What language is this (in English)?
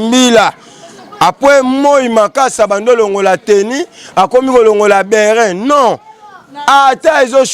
Lingala